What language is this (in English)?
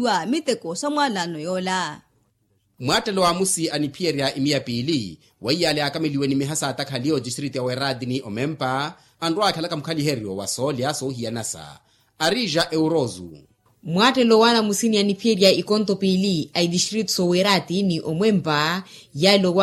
Makhuwa